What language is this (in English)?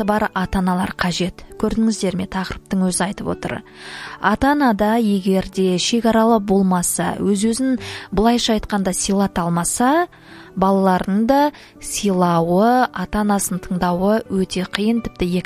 Kazakh